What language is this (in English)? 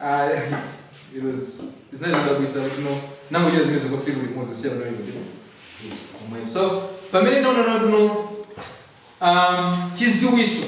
Nyanja